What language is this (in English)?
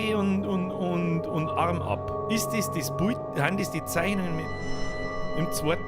Bavarian